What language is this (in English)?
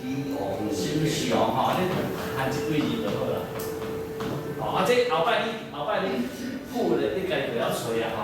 Min Nan Chinese